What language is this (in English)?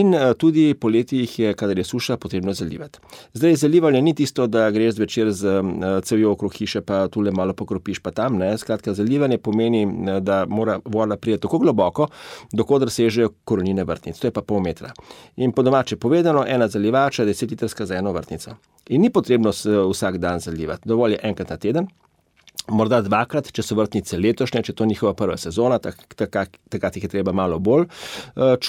Slovenian